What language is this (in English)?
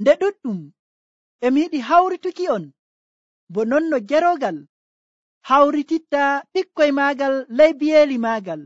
Nigerian Fulfulde